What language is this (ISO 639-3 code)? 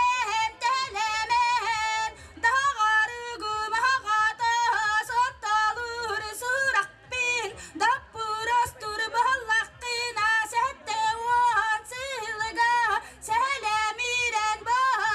sah